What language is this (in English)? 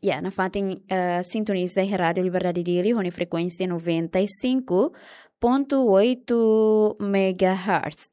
Tetum